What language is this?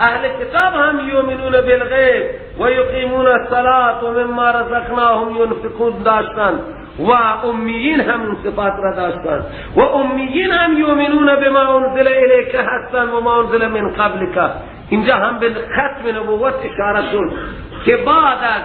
Persian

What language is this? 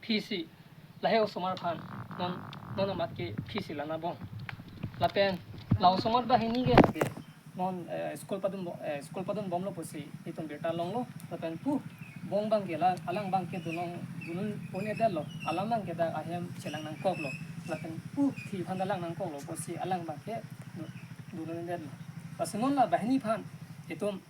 Karbi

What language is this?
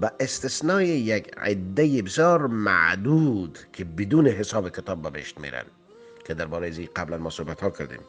Persian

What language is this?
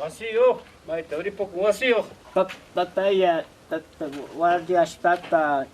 Ayacucho Quechua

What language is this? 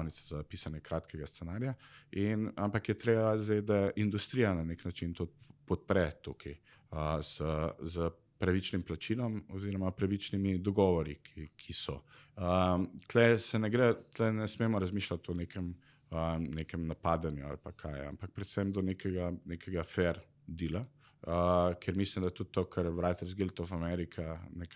Slovenian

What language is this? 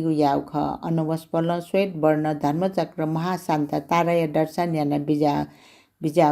Newari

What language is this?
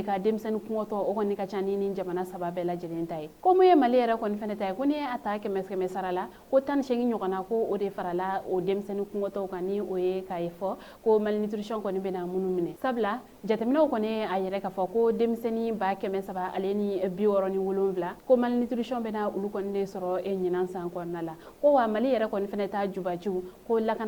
Bambara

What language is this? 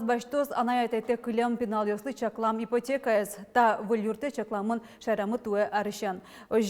Udmurt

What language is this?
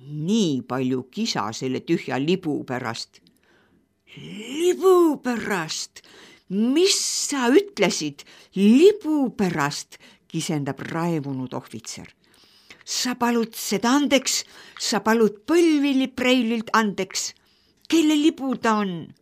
Estonian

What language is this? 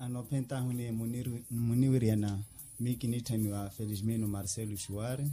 Makhuwa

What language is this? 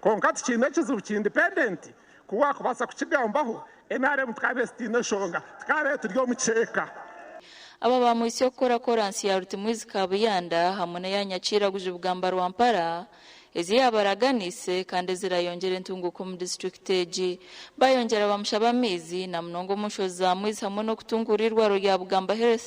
Nyankole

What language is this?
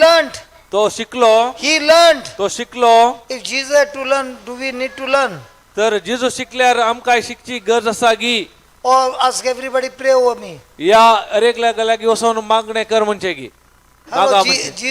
Konkani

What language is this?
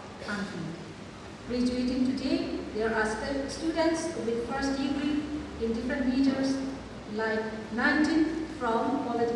Kachin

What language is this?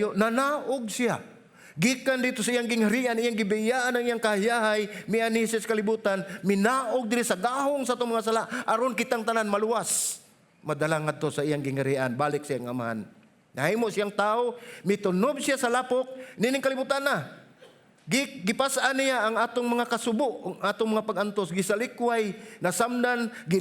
Cebuano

